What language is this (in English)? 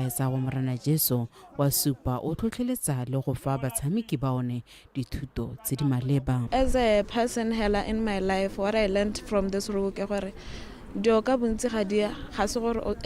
Tswana